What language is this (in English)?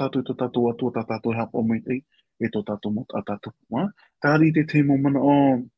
Tahitian